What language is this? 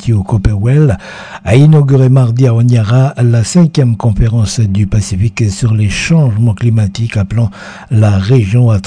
French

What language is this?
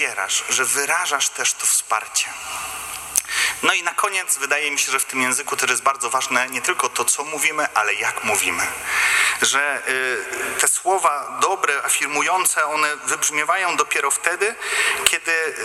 Polish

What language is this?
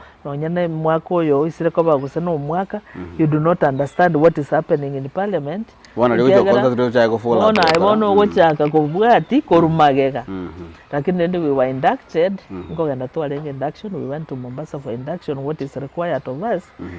Gusii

